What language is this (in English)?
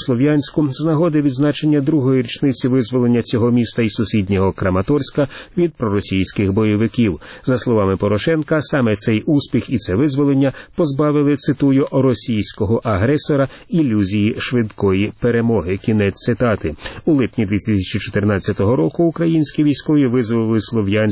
Ukrainian